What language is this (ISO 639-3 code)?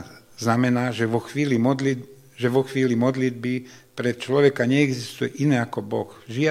slk